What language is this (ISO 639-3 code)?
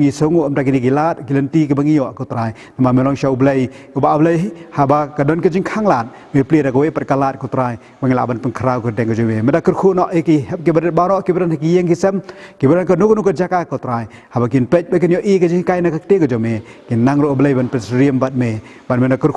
kha